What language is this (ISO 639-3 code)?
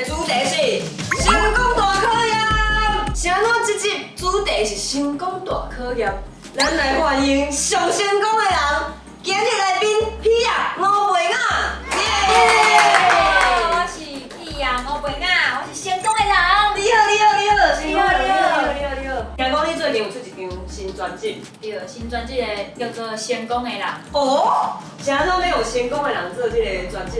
nan